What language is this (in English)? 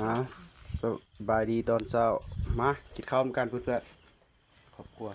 Lao